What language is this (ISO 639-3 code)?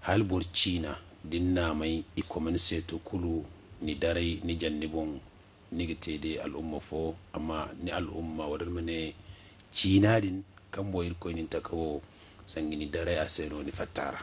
dje